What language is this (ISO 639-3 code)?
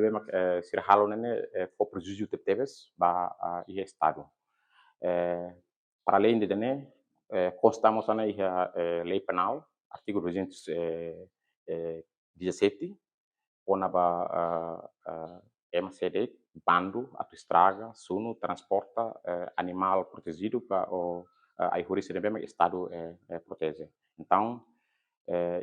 tet